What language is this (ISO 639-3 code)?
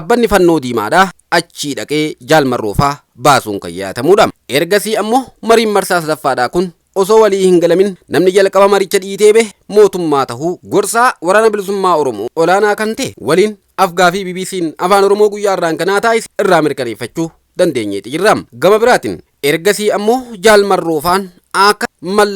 orm